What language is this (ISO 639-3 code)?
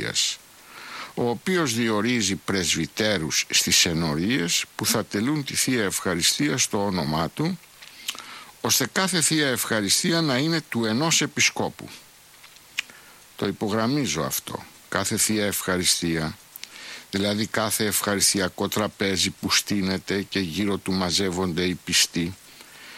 ell